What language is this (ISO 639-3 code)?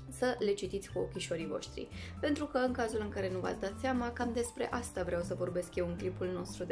ron